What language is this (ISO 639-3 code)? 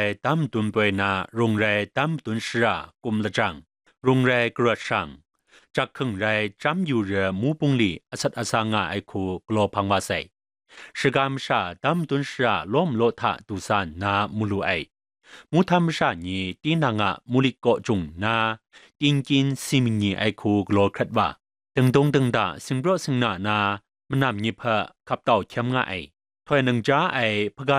kac